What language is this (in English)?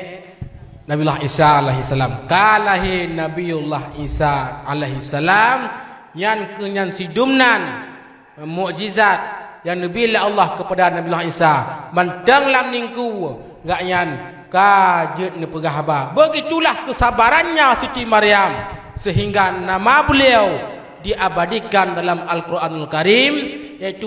Achinese